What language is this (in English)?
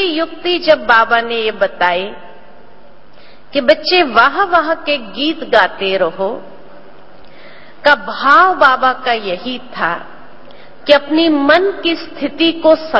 Hindi